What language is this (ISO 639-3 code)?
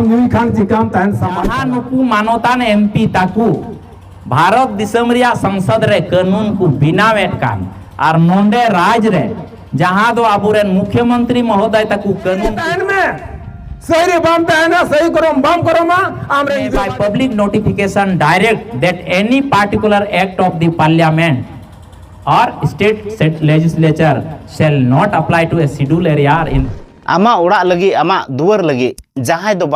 sat